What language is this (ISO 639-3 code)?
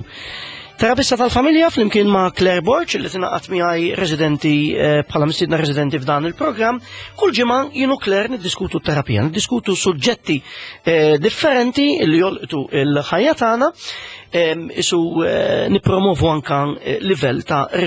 mlt